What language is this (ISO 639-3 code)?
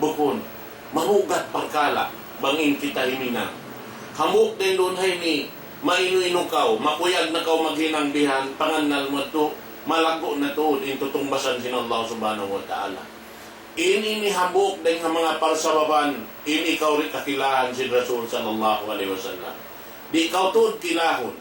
tsg